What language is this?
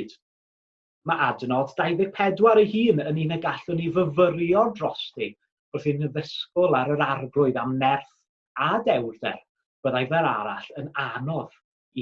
Welsh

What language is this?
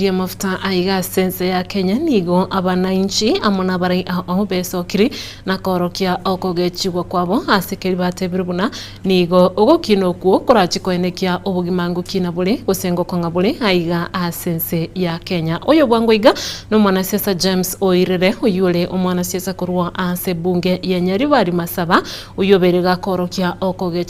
Gusii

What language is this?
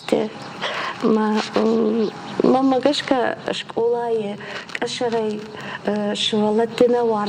Ossetic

